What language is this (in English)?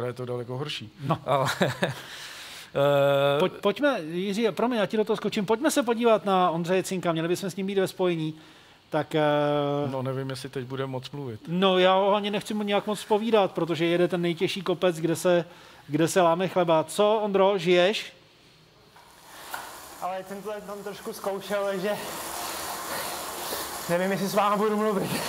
Czech